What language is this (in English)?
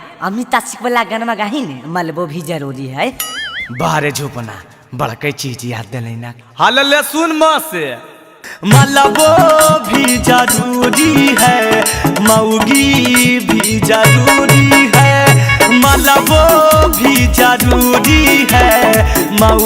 Magahi